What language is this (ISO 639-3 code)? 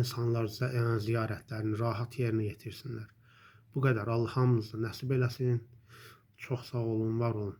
aze